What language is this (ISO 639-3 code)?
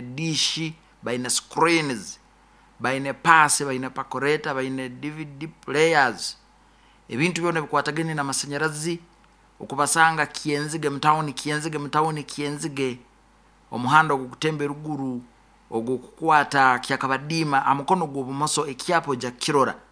nyo